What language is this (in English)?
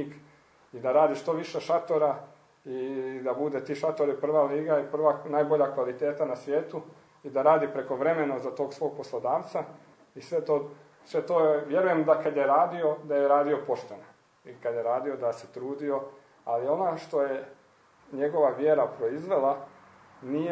Croatian